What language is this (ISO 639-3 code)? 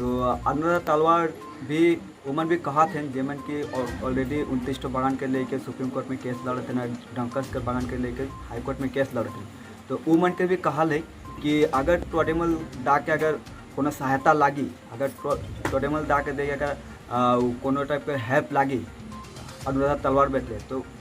sck